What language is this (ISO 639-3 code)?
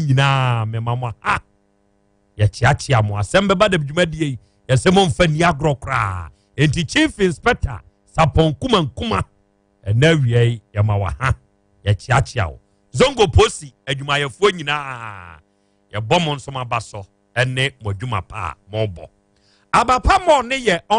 aka